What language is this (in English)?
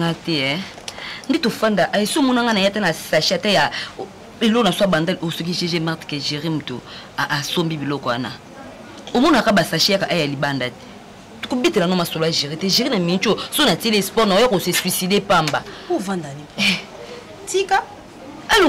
Lingala